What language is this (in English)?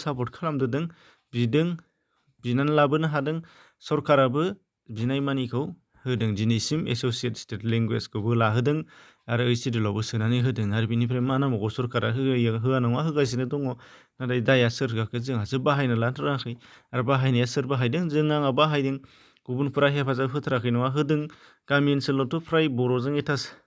Bodo